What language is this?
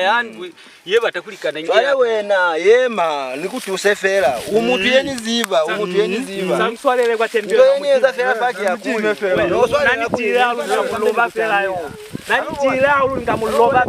Lozi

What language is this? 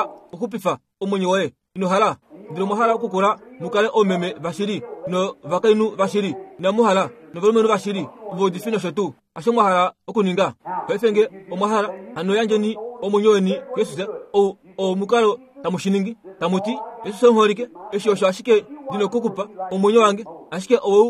Kuanyama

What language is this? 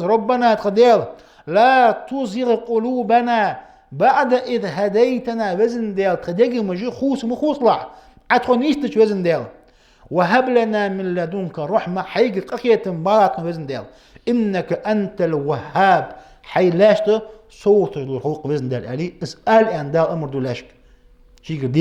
Ingush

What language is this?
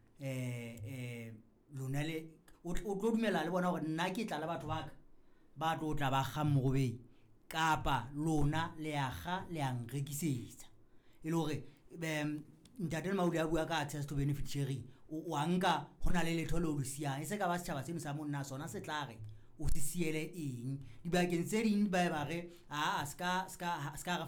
Southern Sotho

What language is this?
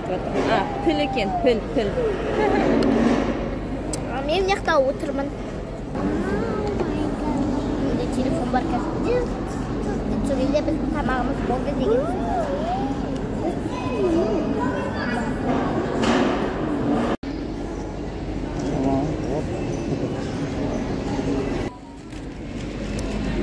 Kazakh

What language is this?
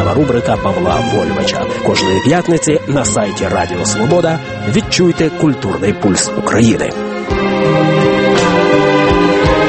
Ukrainian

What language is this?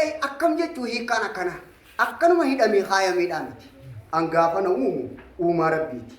Oromo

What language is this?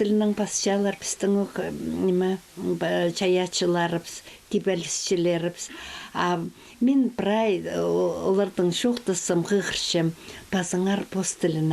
Khakas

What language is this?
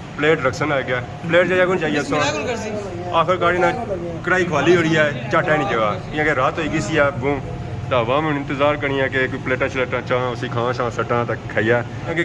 Pahari-Potwari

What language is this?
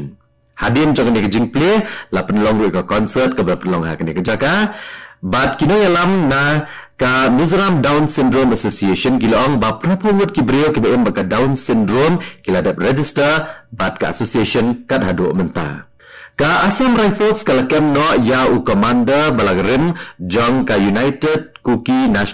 Khasi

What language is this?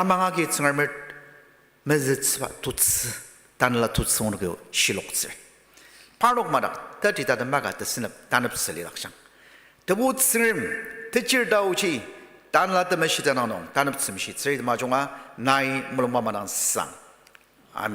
Ao Naga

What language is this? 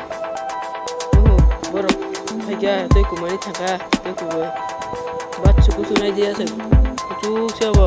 Kok Borok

